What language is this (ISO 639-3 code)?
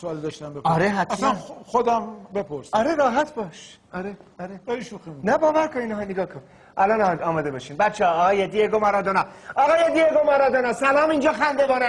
fas